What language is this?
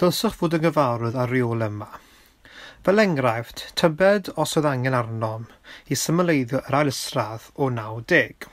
Welsh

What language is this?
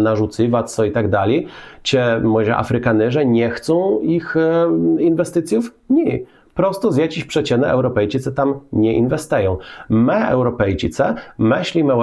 Kashubian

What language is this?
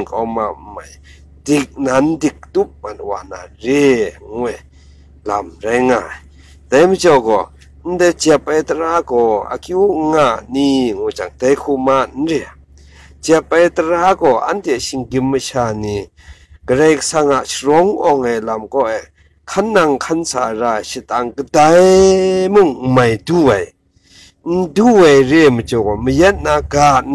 Kachin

